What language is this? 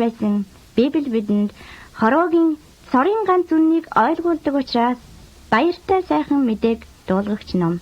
Mongolian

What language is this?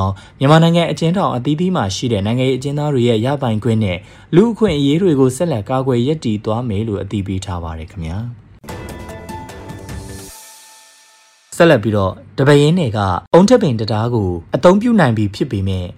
Burmese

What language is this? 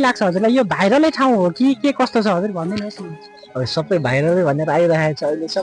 Nepali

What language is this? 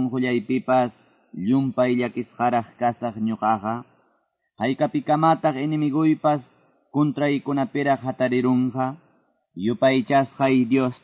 Quechua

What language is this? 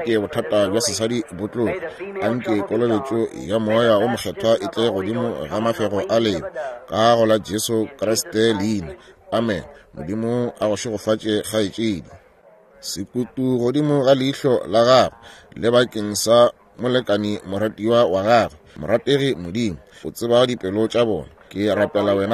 Northern Sotho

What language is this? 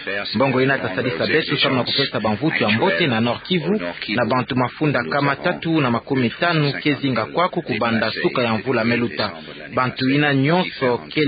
Kituba (Democratic Republic of Congo)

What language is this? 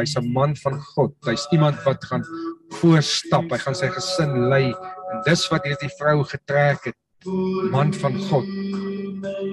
Afrikaans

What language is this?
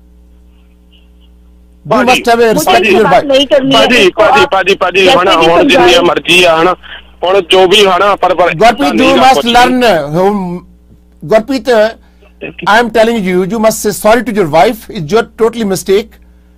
Punjabi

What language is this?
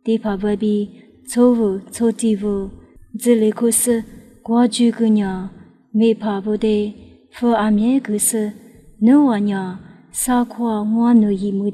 Lisu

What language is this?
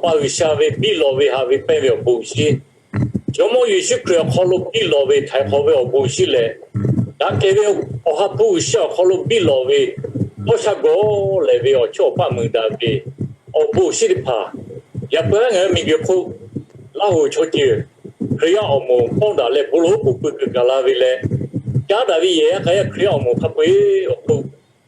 Lahu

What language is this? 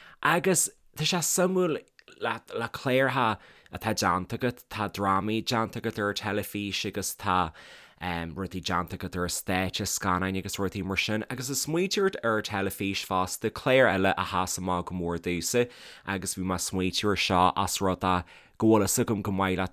Irish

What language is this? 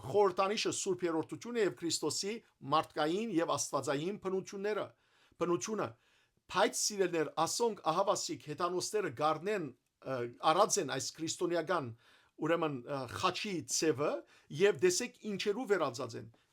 Western Armenian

